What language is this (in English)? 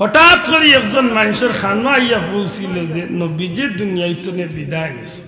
Sylheti